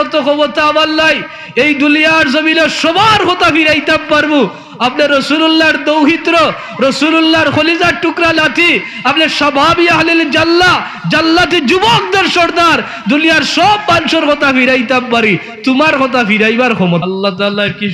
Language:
Sylheti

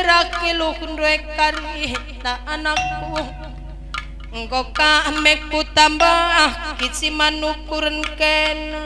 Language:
Batak Karo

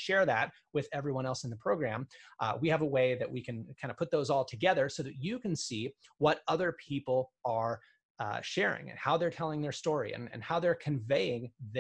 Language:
English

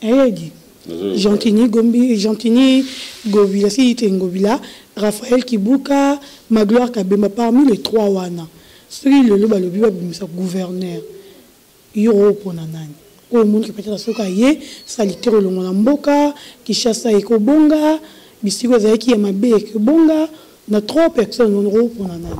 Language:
Lingala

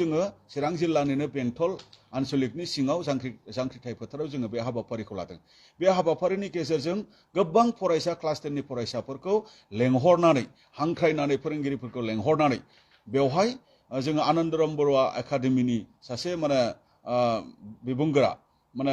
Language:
Bodo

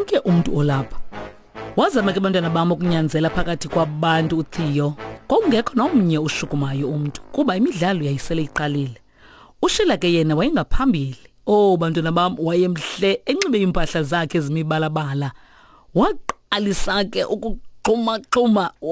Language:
Xhosa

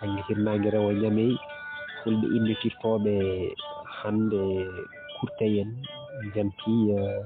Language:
Fula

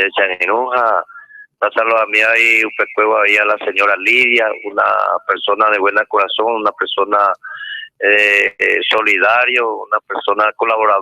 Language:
Guarani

